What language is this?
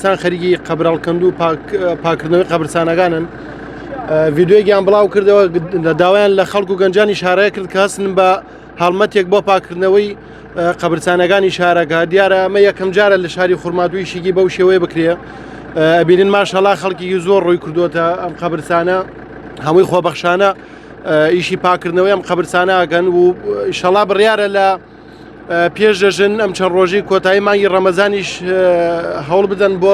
Central Kurdish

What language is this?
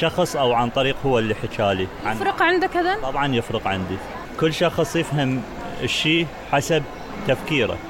Mesopotamian Arabic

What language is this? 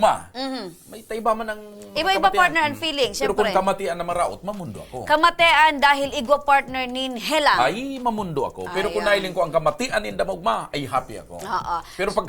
Bikol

